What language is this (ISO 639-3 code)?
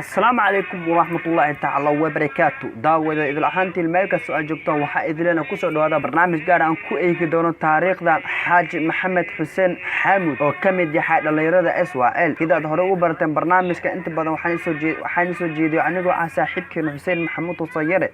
som